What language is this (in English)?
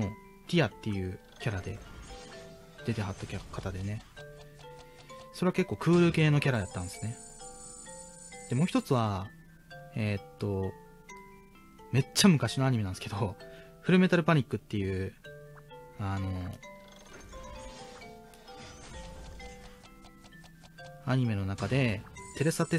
Japanese